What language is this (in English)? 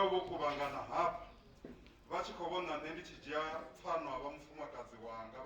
Venda